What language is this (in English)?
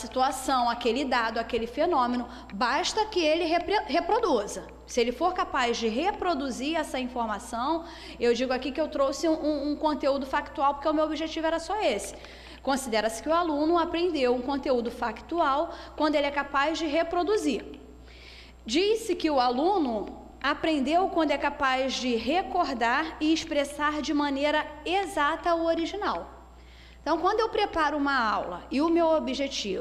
Portuguese